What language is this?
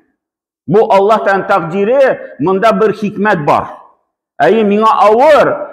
Tatar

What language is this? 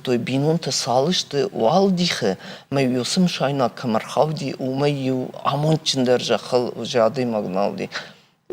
Ossetic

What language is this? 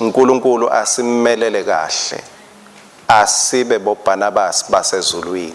Swati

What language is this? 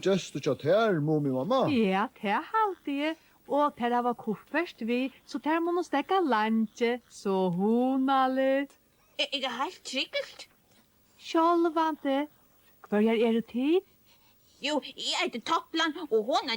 Faroese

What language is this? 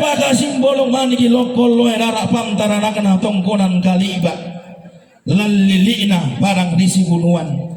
Toraja-Sa'dan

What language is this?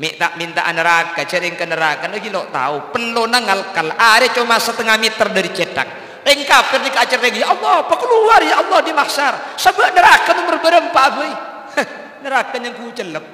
Madurese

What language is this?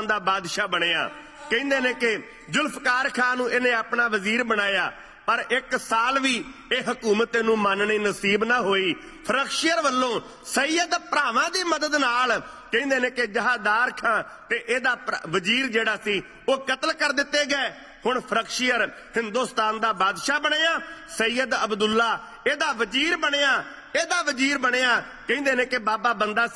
Punjabi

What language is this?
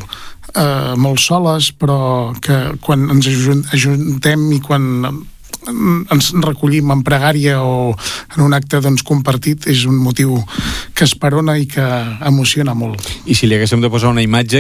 Catalan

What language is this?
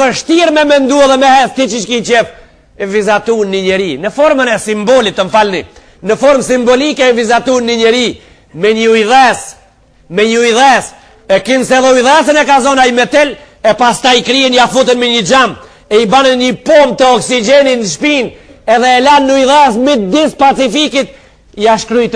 Albanian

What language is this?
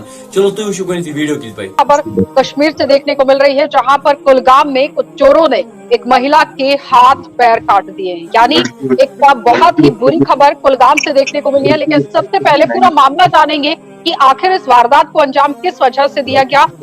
Kashmiri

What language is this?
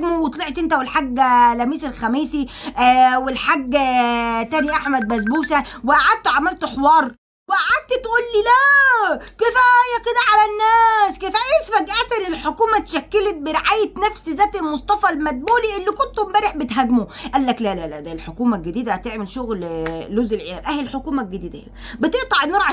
Egyptian Arabic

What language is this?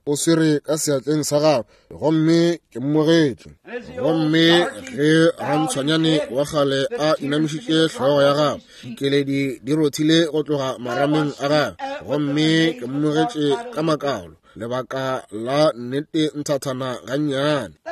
Northern Sotho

